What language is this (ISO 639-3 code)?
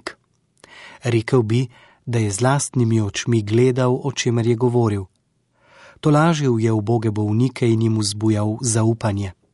slv